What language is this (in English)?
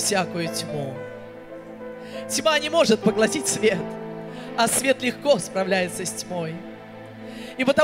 Russian